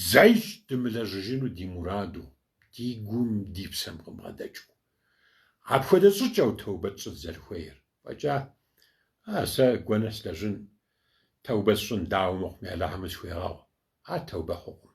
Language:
Kabardian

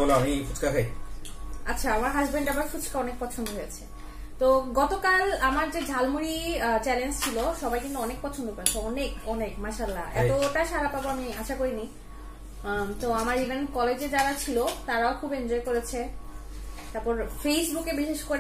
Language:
Bangla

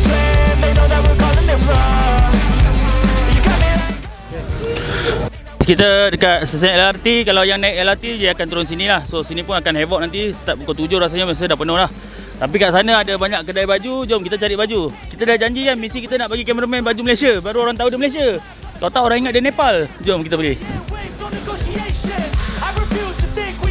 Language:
Malay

